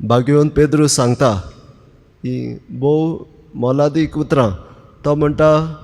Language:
Konkani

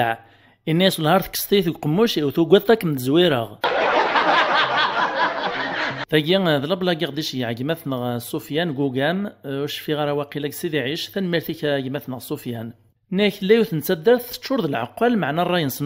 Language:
Kabyle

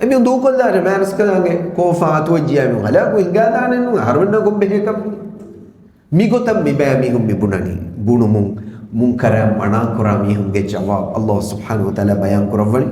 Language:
Divehi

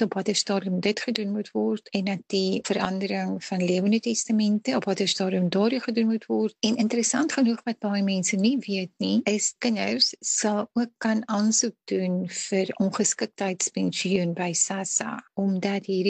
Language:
Afrikaans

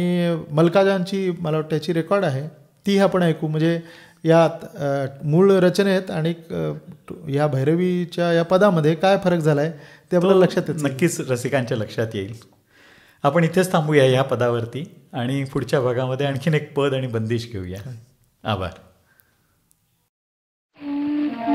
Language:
Marathi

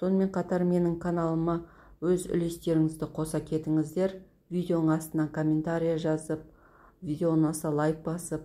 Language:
Kazakh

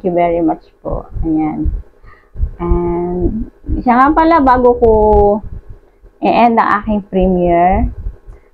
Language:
Filipino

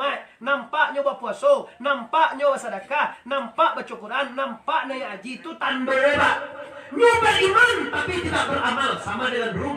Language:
Minangkabau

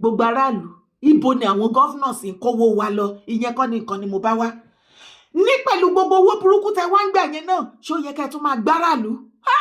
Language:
Yoruba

